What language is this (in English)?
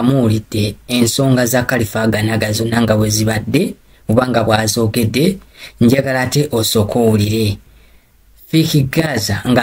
Ganda